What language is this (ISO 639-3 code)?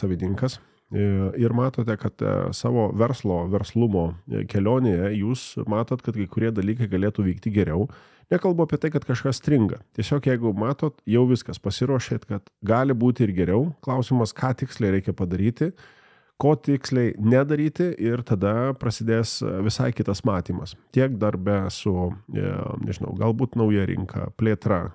lit